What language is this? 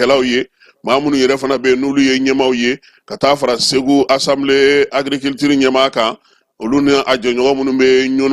Bambara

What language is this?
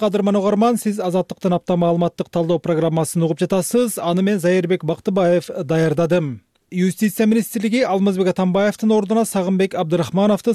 Kyrgyz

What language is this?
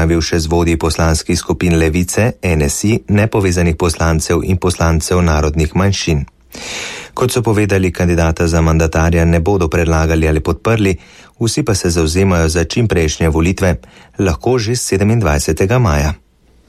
Slovenian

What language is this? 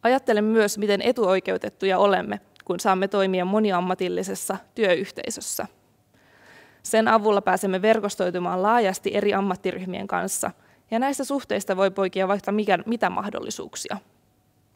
Finnish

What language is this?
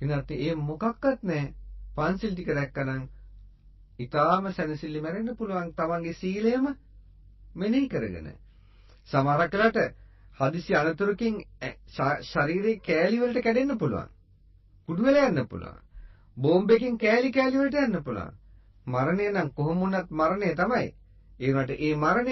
Sinhala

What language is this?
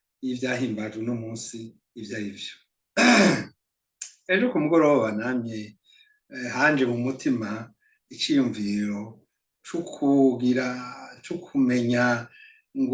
Rundi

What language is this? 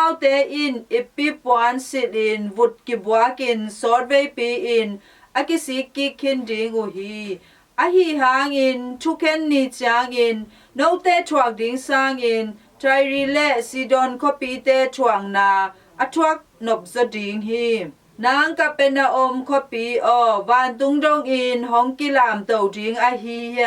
Tedim Chin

